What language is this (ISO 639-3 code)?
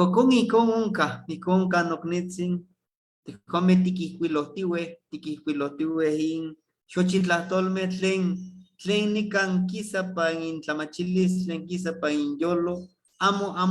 nhe